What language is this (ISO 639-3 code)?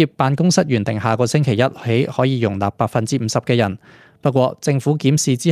yue